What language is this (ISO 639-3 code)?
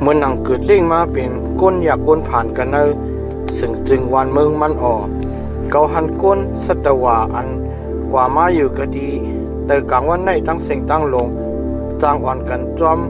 shn